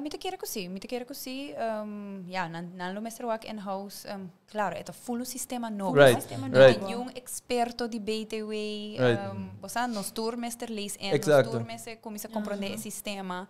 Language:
Papiamento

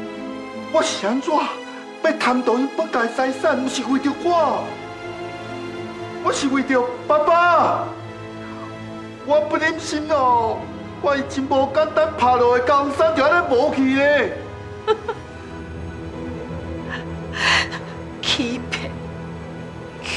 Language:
Min Nan Chinese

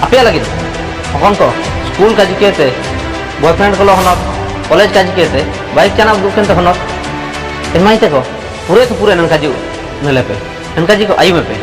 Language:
Ho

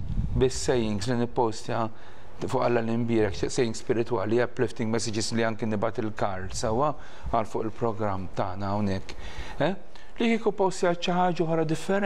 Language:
Maltese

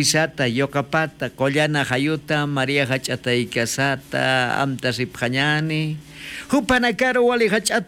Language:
Aymara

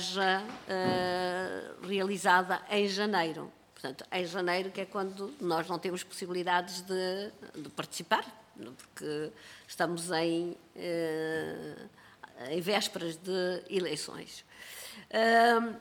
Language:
Portuguese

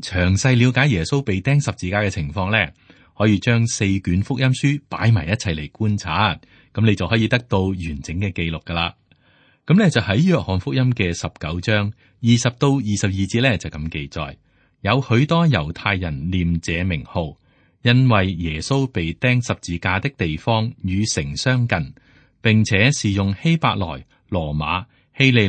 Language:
Cantonese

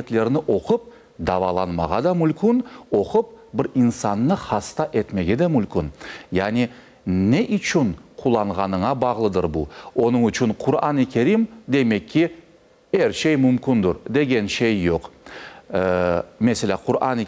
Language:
Crimean Tatar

